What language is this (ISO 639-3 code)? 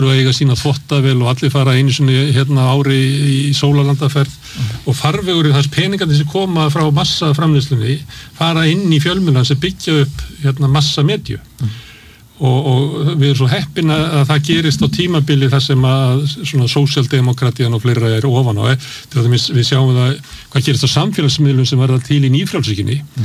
isl